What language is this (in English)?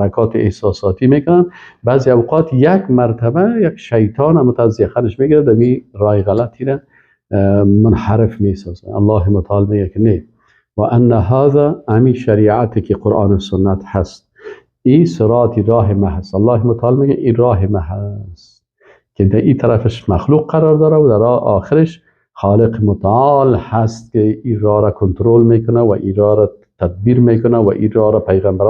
Persian